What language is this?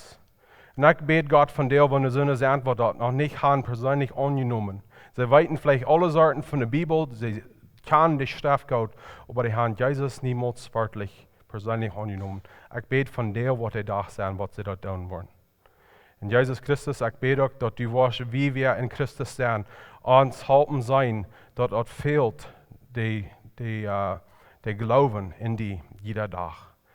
Plautdietsch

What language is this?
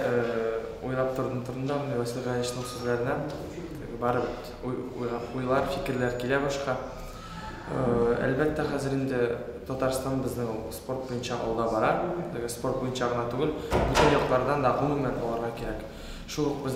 Tatar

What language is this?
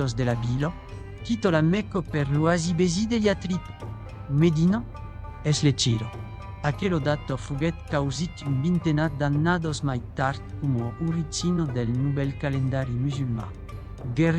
Occitan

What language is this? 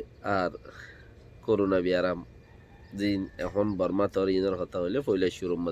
Rohingya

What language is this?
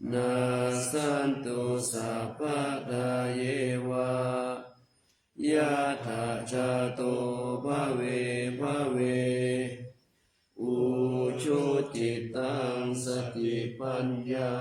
Pali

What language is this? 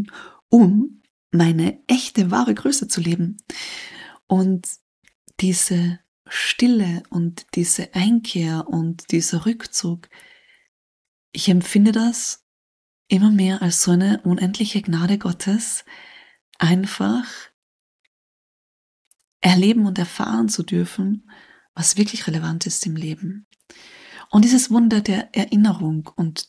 German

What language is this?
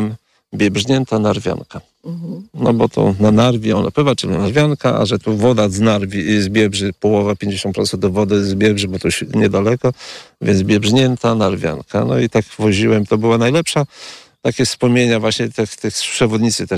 Polish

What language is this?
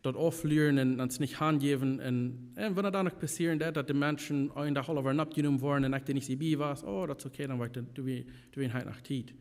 Plautdietsch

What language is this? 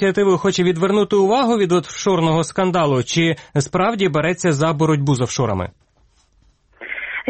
Ukrainian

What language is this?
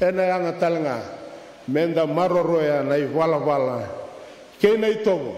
Fijian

